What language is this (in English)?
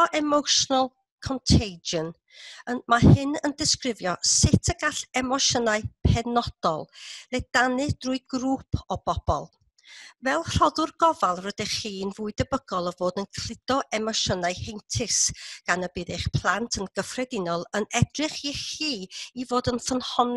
Welsh